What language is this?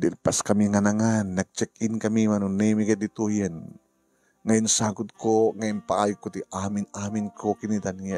Iloko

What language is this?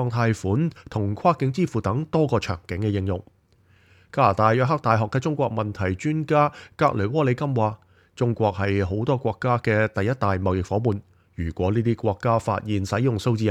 Cantonese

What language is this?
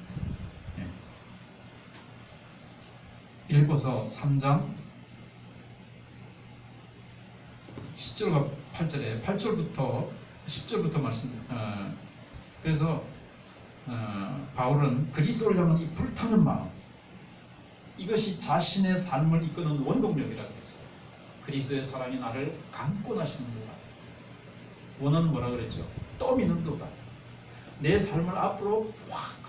Korean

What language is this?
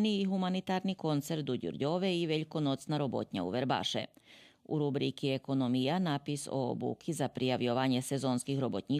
Rusyn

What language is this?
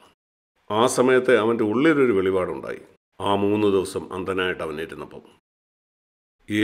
Malayalam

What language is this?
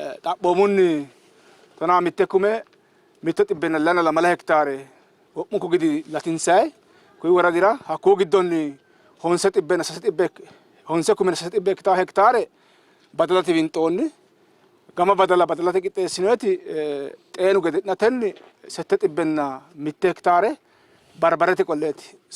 Sidamo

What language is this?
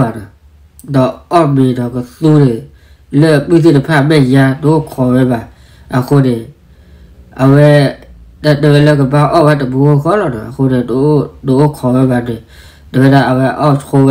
S'gaw Karen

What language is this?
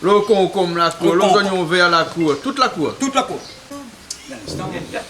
Réunion Creole French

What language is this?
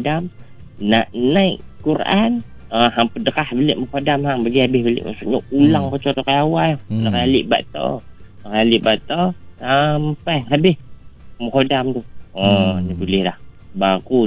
Malay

